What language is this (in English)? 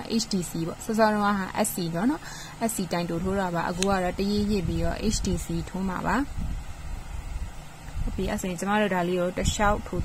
Burmese